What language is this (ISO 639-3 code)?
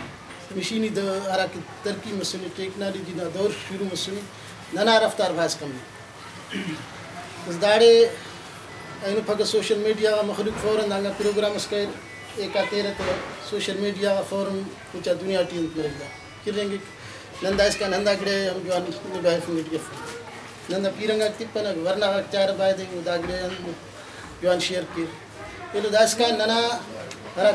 brh